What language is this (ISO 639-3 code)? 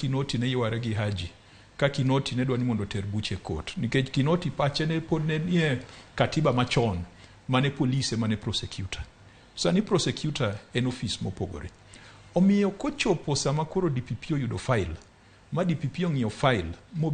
luo